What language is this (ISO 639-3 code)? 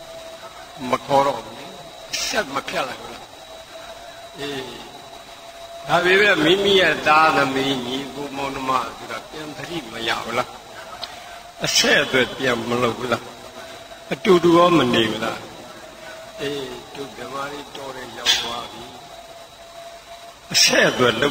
mya